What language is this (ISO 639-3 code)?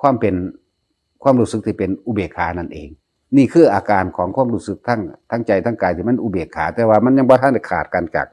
tts